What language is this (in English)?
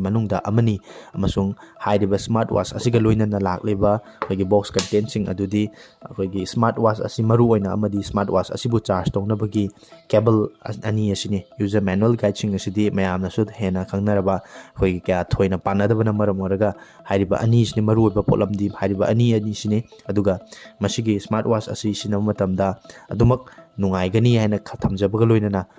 Manipuri